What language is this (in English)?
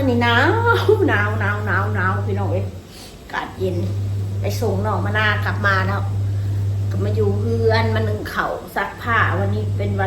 Northeastern Thai